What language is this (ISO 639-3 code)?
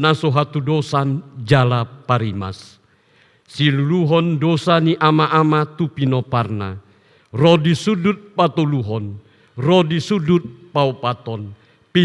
bbc